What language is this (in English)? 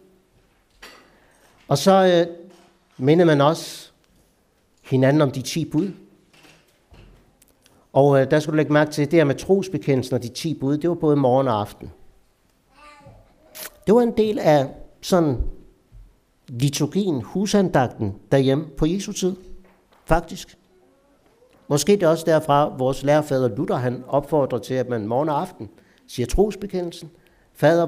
Danish